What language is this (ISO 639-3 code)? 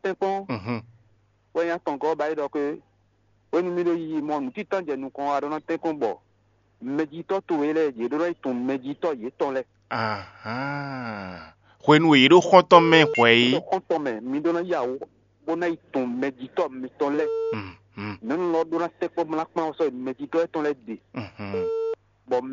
fon